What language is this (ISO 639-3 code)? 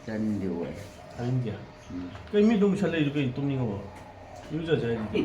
mni